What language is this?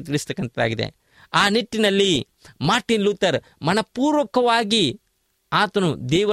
Kannada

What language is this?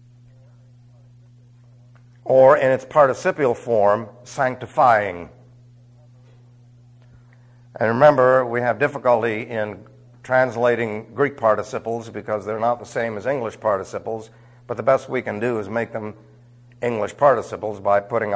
English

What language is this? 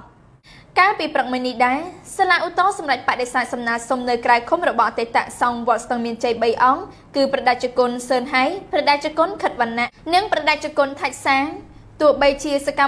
Khmer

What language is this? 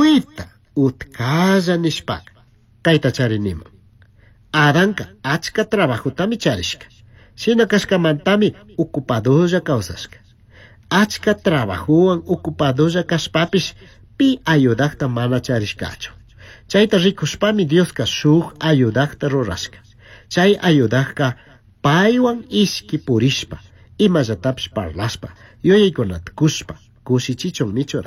Chimborazo Highland Quichua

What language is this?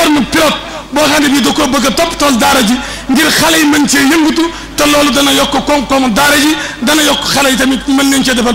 Wolof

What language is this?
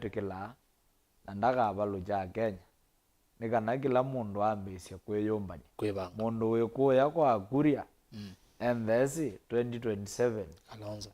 Kamba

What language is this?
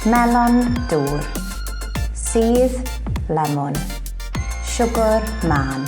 Welsh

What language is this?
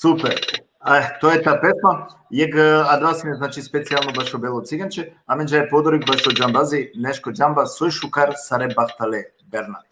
Balkan Romani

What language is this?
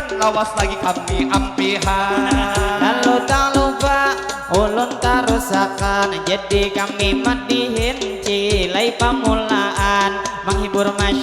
Banjar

